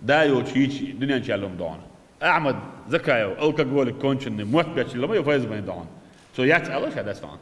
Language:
Chechen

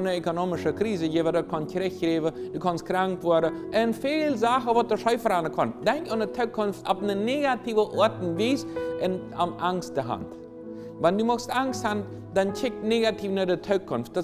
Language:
Plautdietsch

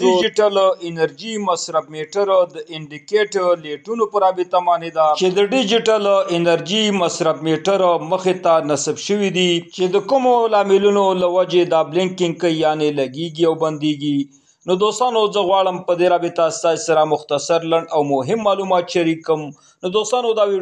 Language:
Pashto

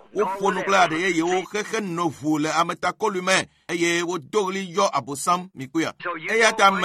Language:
Ewe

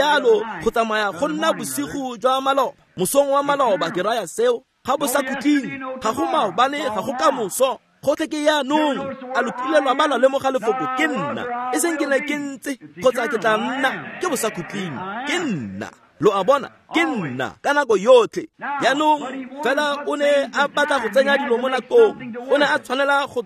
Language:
Tswana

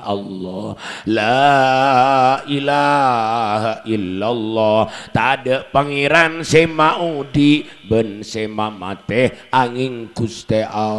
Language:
Madurese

